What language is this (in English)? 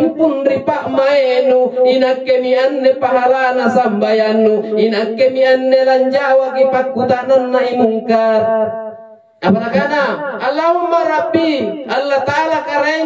Makasar